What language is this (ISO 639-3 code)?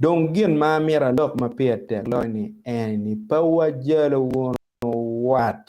ach